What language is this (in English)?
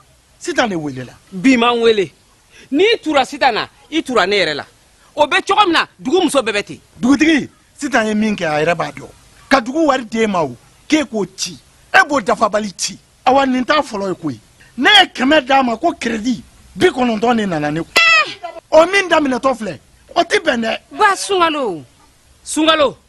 Bambara